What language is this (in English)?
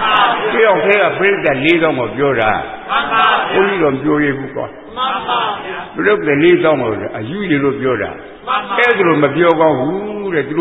Burmese